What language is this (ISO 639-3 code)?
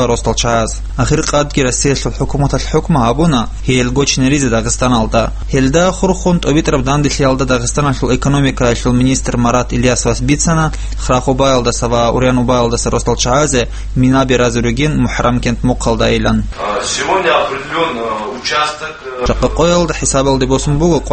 ava